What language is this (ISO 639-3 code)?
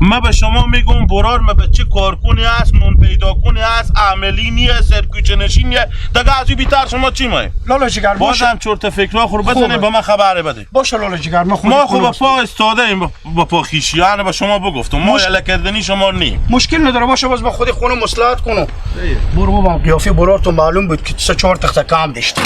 haz